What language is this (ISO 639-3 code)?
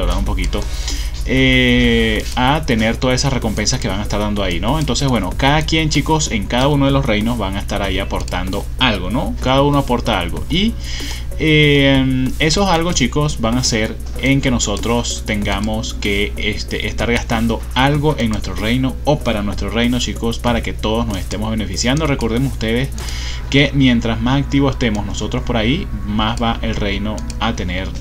spa